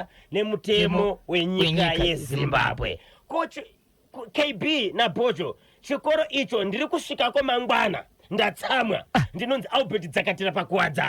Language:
Shona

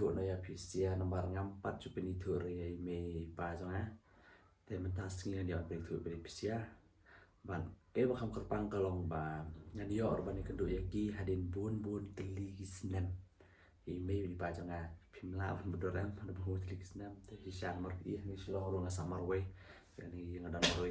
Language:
Khasi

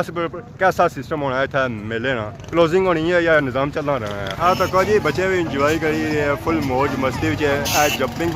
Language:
Pahari-Potwari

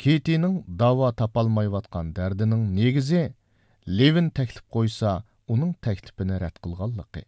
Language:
Uyghur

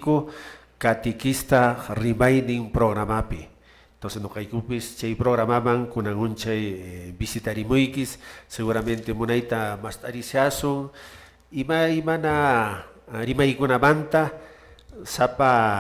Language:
Quechua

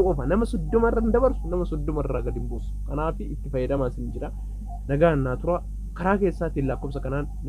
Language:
Oromo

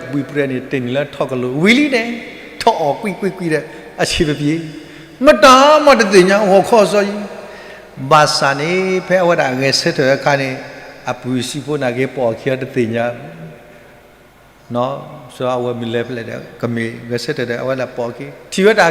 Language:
S'gaw Karen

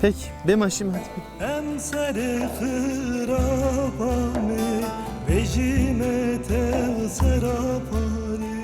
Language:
Zaza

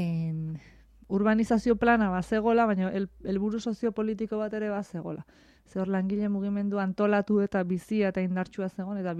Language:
Basque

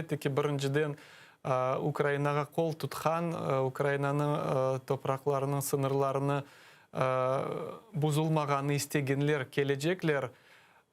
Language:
Crimean Tatar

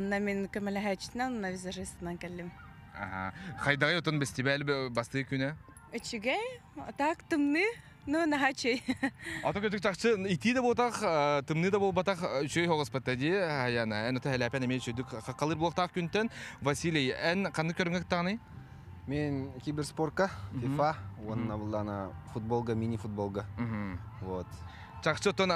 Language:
Yakut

